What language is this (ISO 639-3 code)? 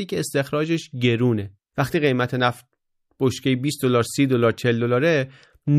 fas